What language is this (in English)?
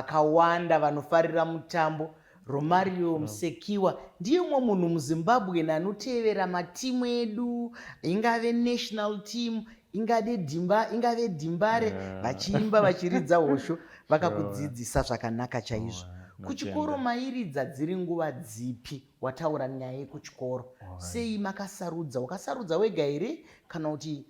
Shona